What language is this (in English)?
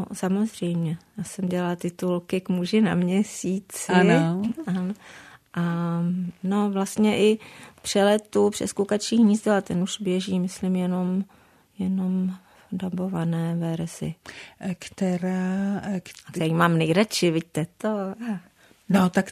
Czech